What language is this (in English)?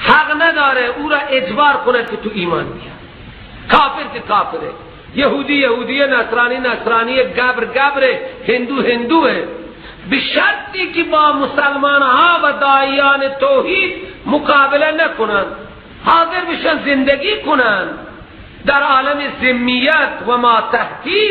Persian